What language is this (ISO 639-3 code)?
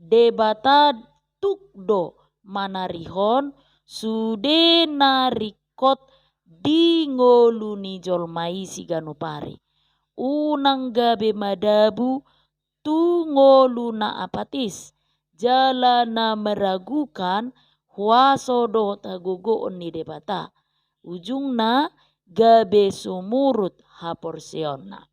bbc